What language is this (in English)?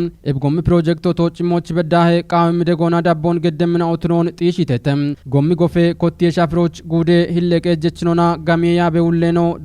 Kafa